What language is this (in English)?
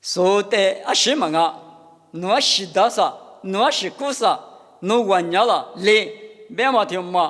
Lisu